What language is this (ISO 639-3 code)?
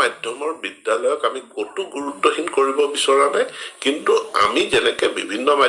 asm